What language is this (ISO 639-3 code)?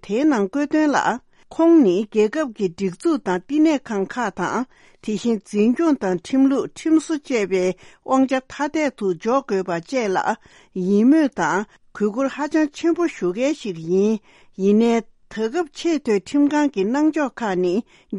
bod